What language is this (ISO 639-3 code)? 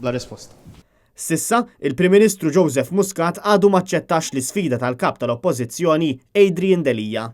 mlt